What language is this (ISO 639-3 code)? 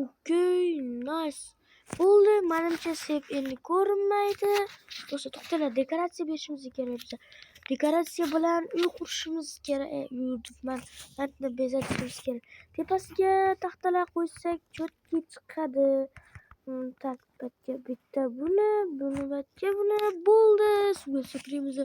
uzb